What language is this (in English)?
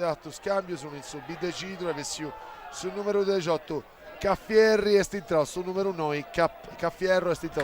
Sardinian